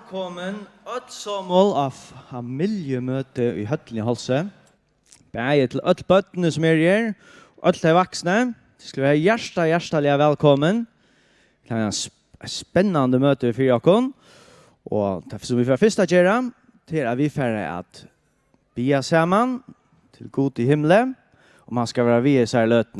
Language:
Faroese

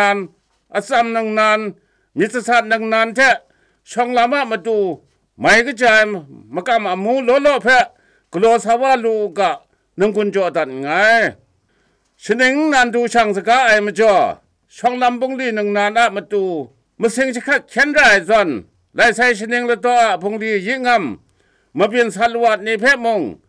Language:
Kachin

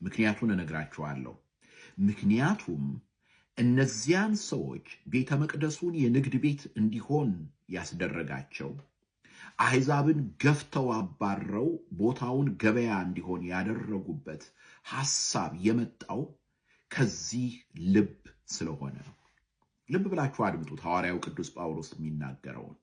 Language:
Amharic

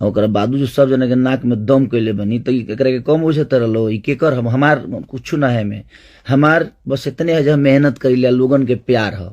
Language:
Bhojpuri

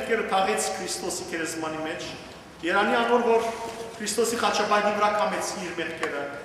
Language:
Western Armenian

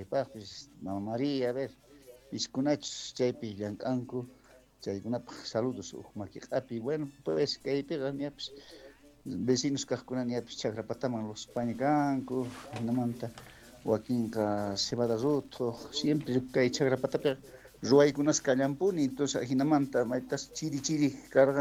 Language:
Quechua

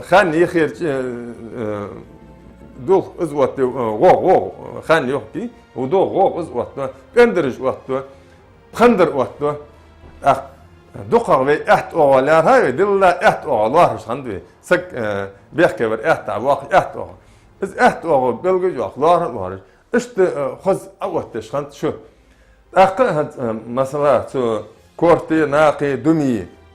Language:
Ingush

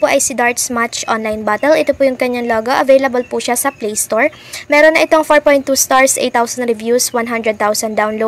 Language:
Filipino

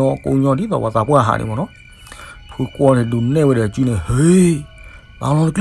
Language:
S'gaw Karen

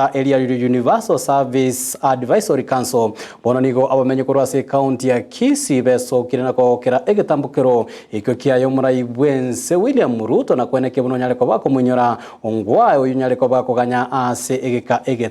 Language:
Gusii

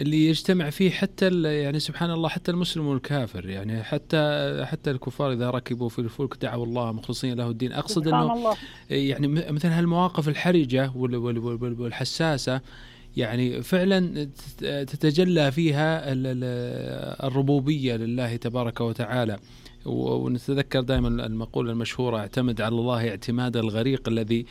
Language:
Najdi Arabic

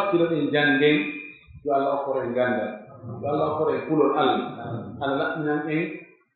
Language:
Pular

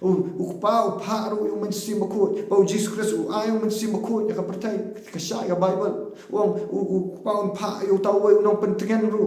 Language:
Khasi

